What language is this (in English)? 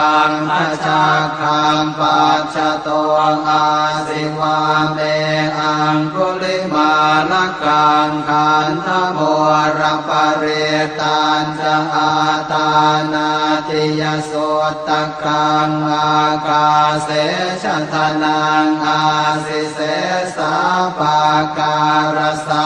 Pali